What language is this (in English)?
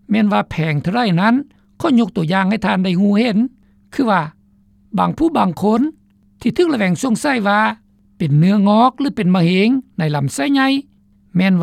Lao